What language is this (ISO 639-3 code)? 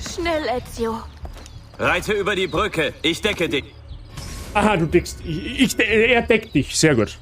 bar